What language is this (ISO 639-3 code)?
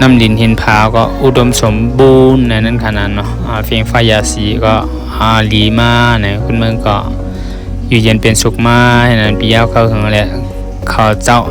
shn